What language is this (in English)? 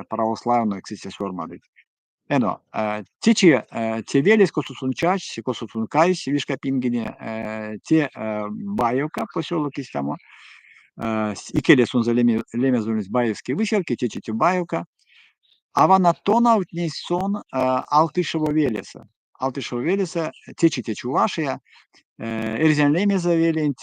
Erzya